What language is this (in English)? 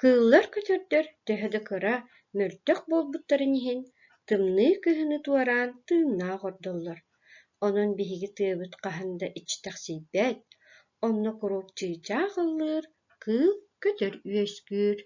Yakut